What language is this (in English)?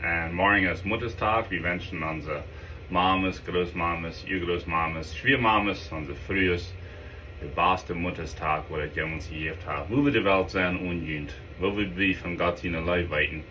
Plautdietsch